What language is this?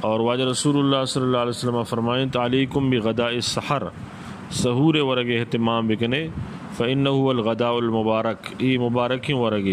Eastern Balochi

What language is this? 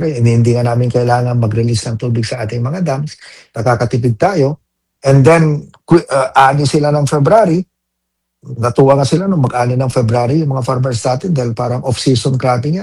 Filipino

